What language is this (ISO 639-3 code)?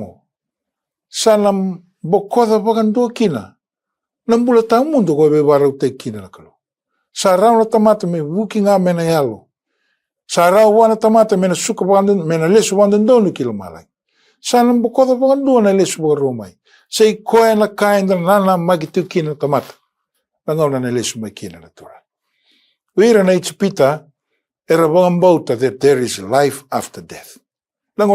fij